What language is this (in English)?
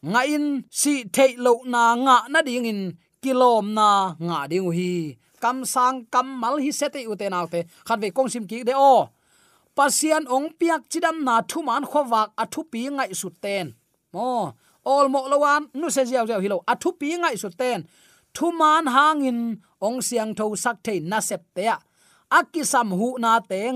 Tedim Chin